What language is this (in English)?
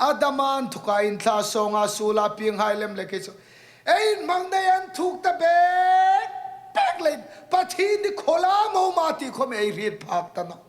Hmar